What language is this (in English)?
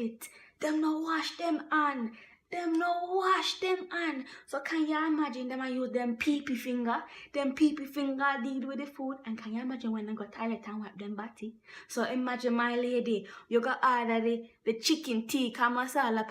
Jamaican Creole English